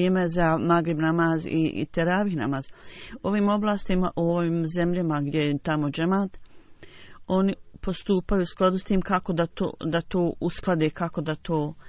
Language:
Bosnian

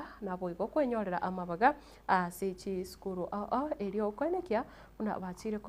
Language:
Gusii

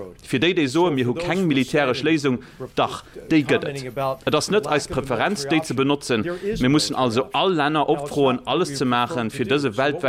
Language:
Luxembourgish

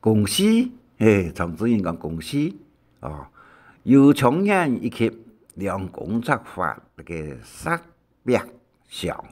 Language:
Hakka Chinese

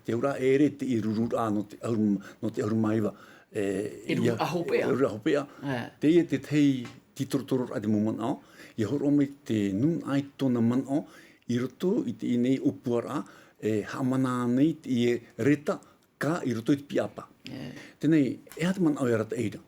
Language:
Tahitian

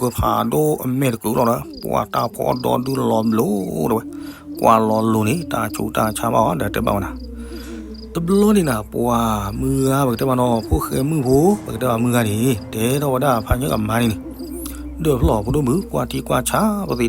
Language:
S'gaw Karen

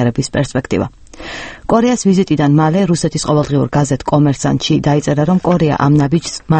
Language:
Georgian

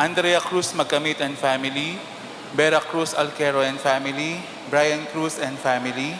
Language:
Pampanga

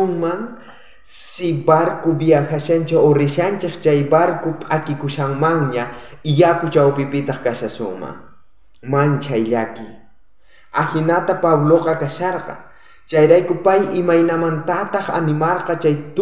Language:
South Bolivian Quechua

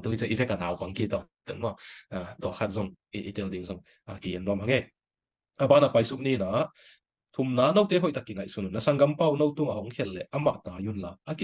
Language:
Tedim Chin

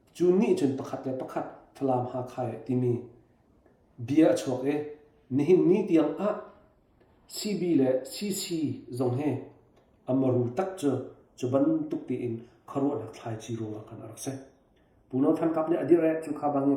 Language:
Hakha Chin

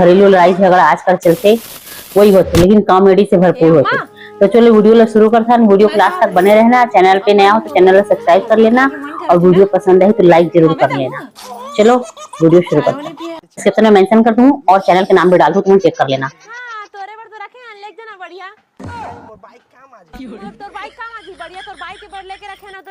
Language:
Chhattisgarhi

